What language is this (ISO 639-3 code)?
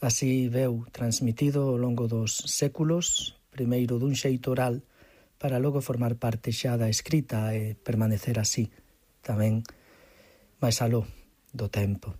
glg